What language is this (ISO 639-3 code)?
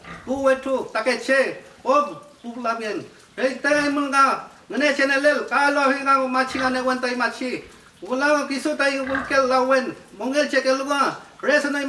arn